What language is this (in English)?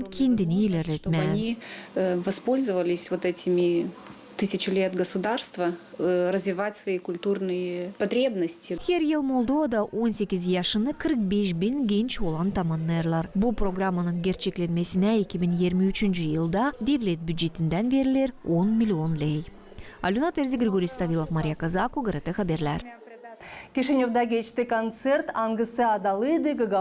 Gagauz